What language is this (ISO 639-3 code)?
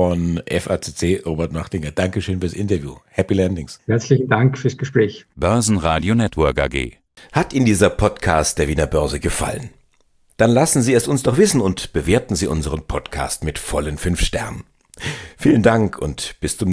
deu